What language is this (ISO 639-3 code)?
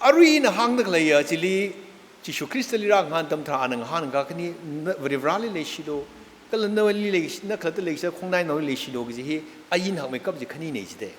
nmf